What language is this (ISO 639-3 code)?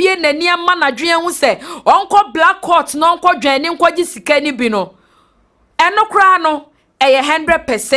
aka